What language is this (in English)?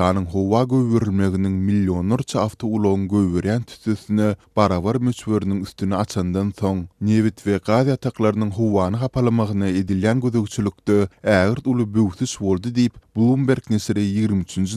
Turkmen